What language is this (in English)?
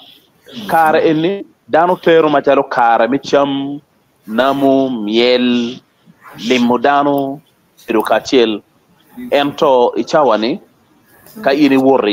Acoli